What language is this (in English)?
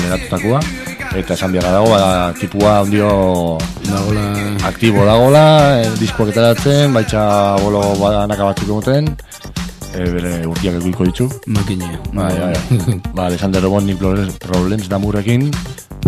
Basque